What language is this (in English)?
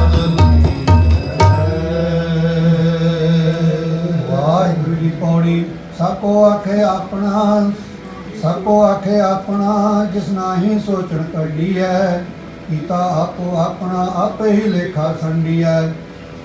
Punjabi